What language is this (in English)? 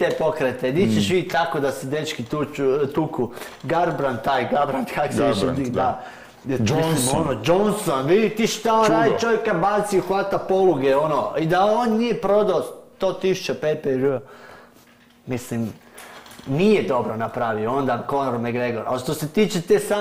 Croatian